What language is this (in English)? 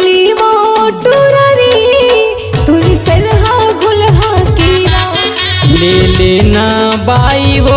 Chhattisgarhi